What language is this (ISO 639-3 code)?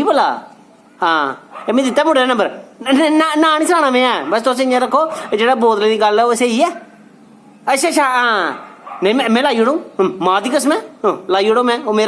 doi